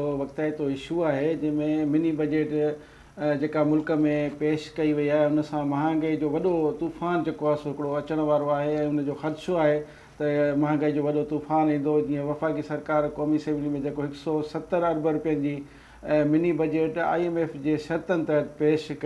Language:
Sindhi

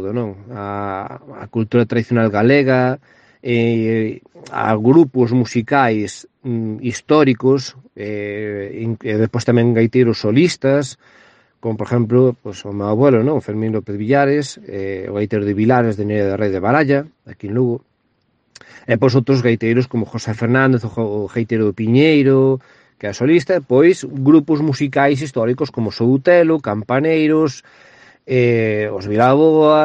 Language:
Galician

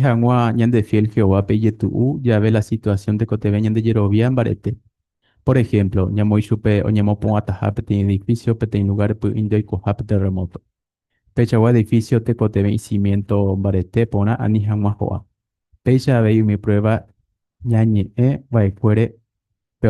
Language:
Guarani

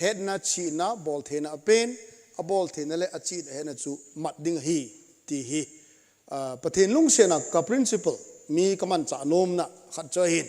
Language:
Thado Chin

